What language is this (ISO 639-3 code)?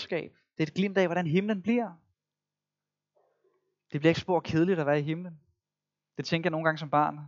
dan